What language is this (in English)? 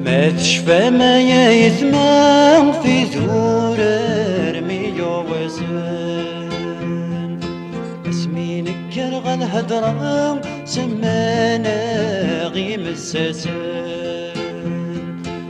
Kabyle